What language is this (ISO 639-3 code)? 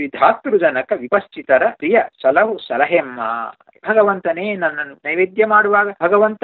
kan